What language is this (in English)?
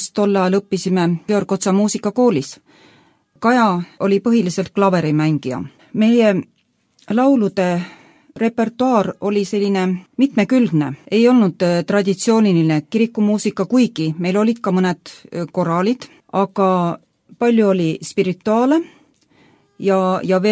Estonian